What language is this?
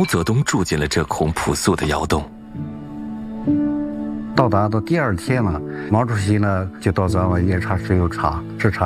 Chinese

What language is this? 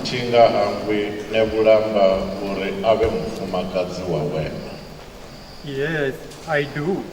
Venda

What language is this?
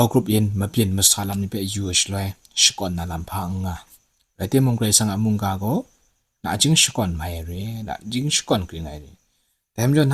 Kachin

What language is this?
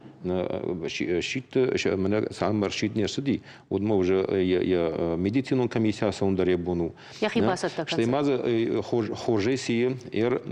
Ossetic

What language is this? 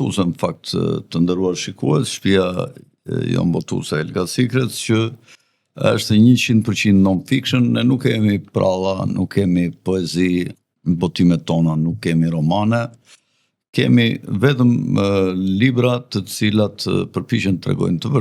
Albanian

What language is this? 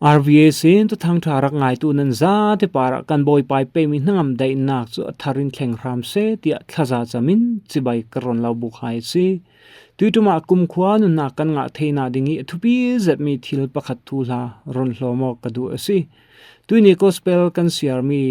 Falam Chin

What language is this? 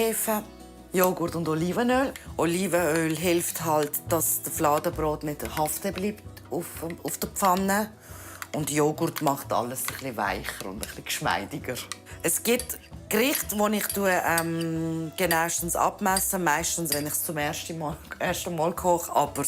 Swiss German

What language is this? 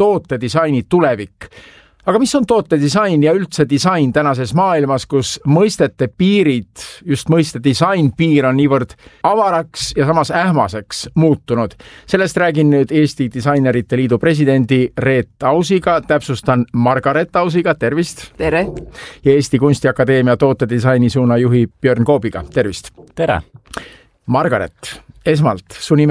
Estonian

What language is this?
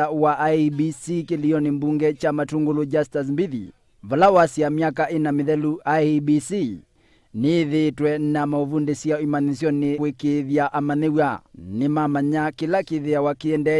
Kamba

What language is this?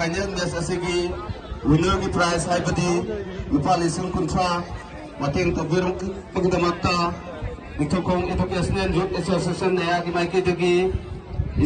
Manipuri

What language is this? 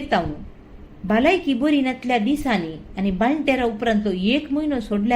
Konkani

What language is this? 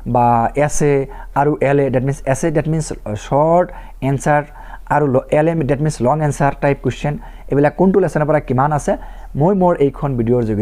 Assamese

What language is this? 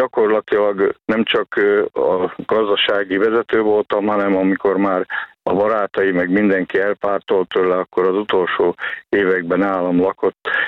Hungarian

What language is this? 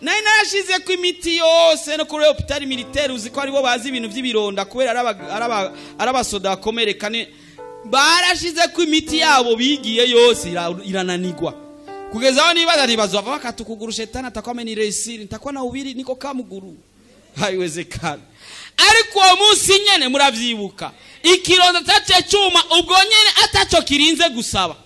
Rundi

